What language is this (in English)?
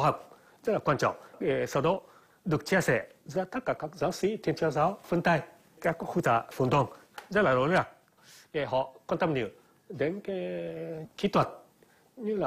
Vietnamese